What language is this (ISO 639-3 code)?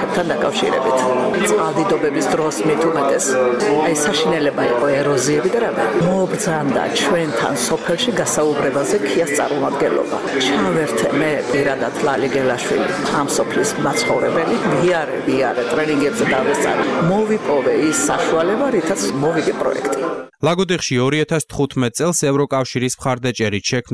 kat